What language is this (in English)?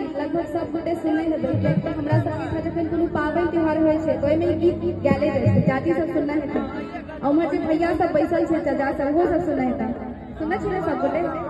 Maithili